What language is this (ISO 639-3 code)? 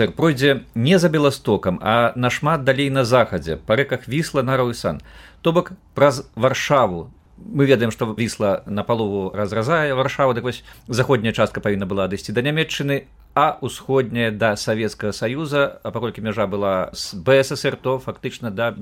bel